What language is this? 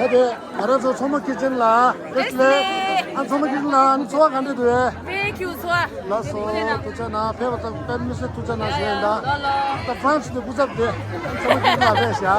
Tibetan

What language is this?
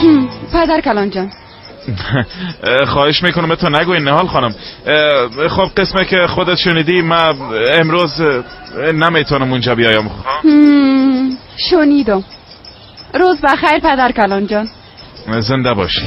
Persian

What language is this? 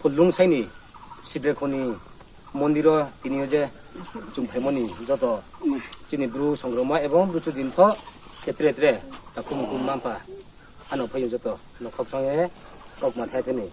Riang (India)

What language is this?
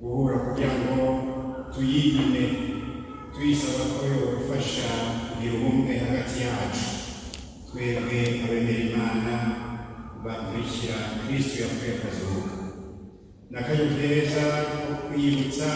Rundi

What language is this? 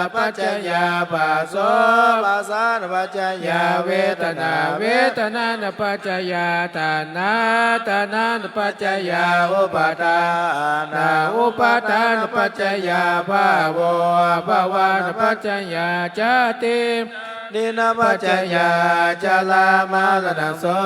Pali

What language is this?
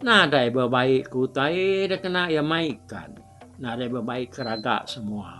Iban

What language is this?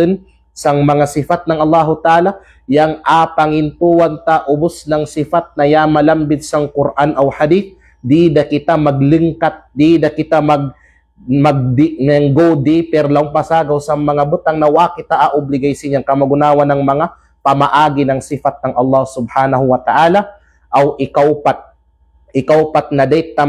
Kalagan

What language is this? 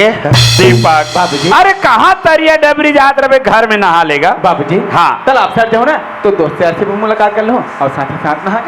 Chhattisgarhi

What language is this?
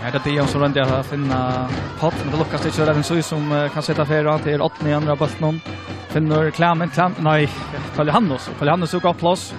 Faroese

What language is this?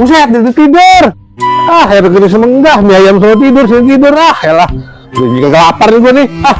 Betawi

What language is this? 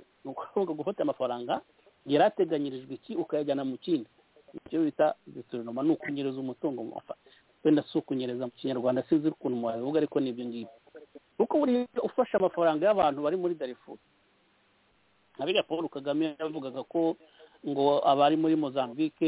Kinyarwanda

